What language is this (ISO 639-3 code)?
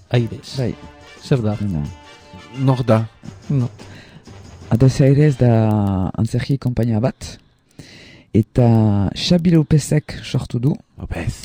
eus